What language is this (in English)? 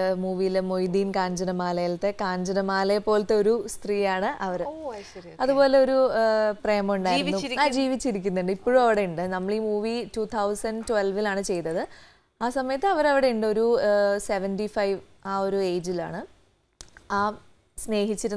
Malayalam